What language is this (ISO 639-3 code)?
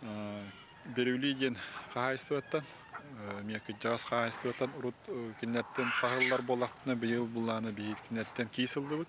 sah